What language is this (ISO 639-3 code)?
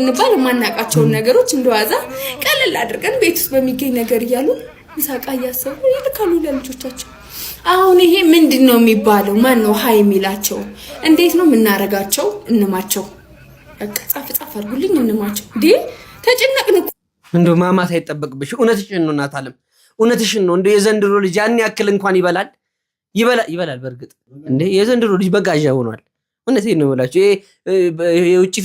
amh